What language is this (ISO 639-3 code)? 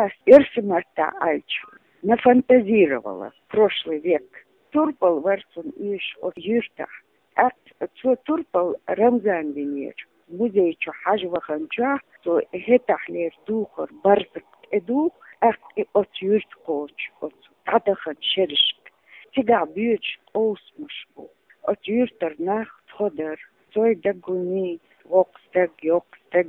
che